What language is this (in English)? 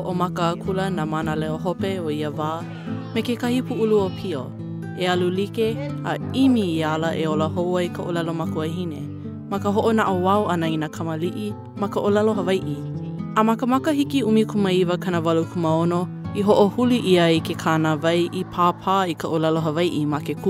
Hawaiian